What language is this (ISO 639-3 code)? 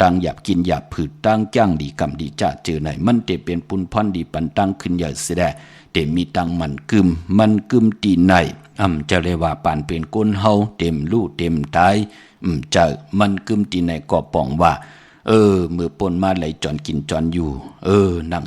shn